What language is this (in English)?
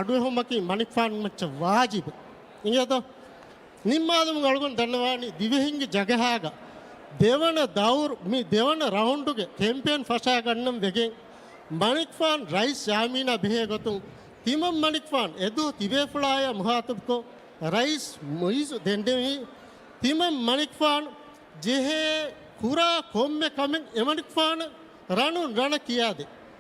Divehi